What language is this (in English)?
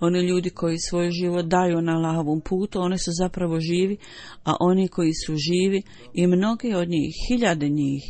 Bosnian